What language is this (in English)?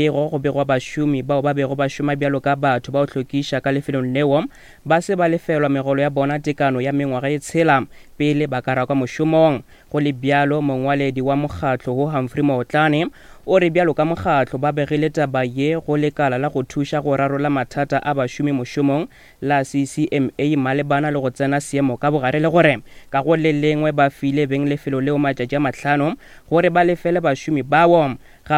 Northern Sotho